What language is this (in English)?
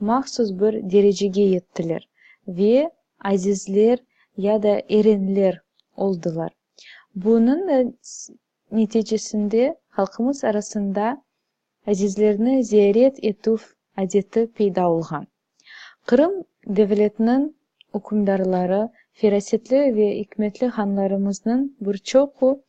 Crimean Tatar